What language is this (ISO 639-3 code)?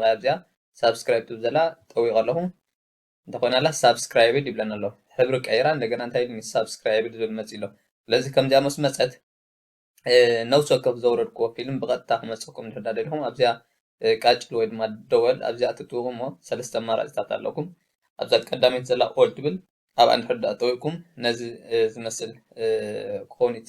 tir